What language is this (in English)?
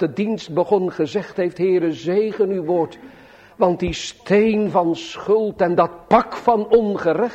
Dutch